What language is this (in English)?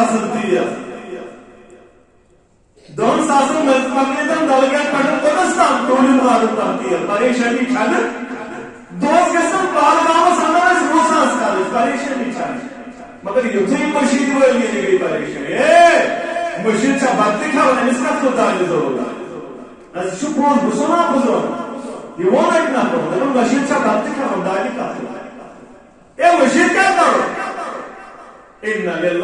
Kashmiri